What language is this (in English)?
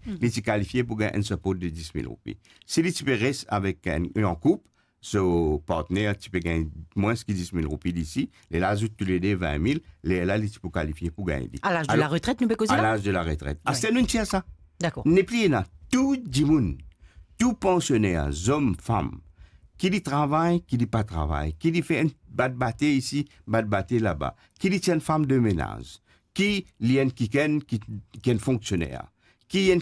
Morisyen